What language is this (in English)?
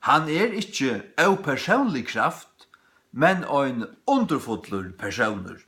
Faroese